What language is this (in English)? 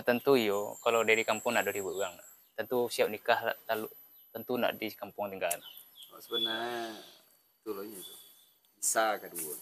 Minangkabau